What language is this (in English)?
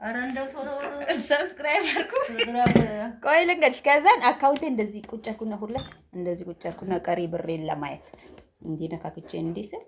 Amharic